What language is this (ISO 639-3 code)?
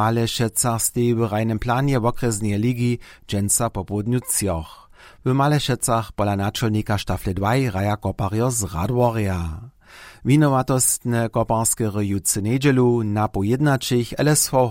hsb